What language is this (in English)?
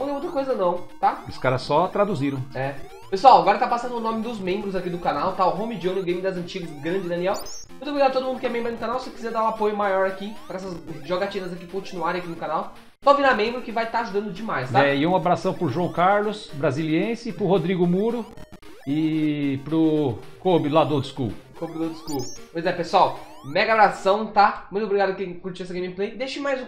Portuguese